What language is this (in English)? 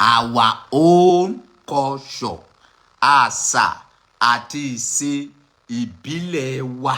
Yoruba